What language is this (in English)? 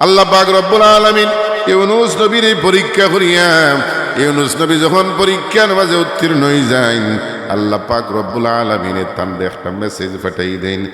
Sylheti